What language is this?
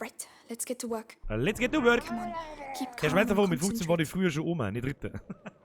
Bavarian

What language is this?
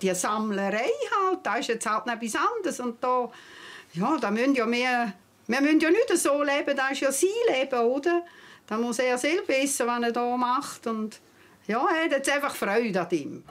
Swiss German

